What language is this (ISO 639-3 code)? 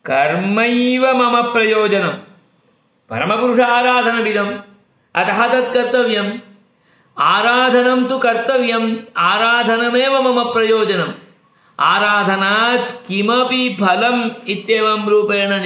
san